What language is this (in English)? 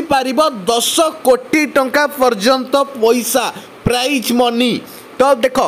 Odia